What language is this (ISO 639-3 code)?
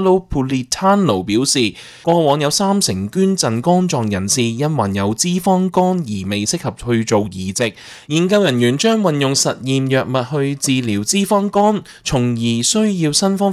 yue